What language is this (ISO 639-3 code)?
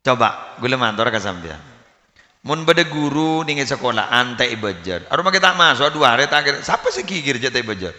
mad